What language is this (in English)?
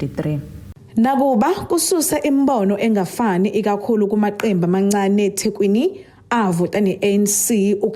Zulu